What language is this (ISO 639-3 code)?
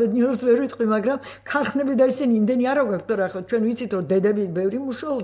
kat